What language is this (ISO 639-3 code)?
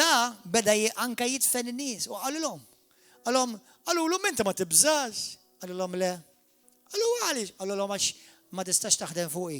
mlt